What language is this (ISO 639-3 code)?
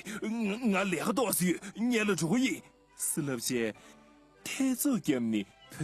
bod